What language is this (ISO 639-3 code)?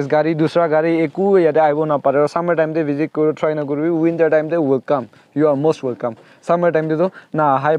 nag